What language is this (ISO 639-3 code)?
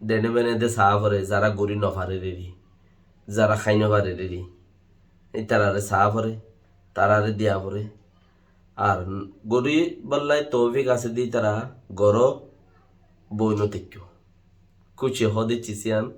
rhg